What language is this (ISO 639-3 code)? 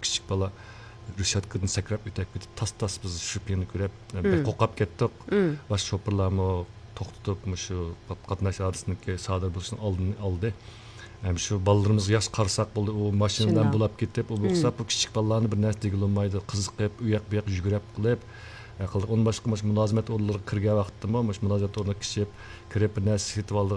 uig